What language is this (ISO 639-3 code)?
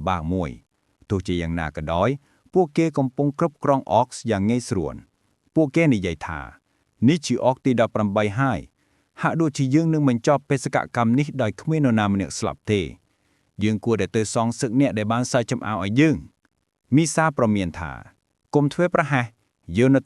khm